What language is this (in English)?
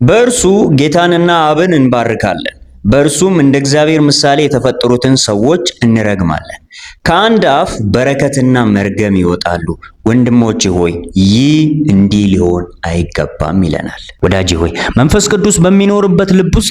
Amharic